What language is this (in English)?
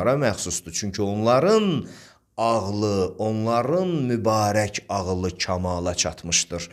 Azerbaijani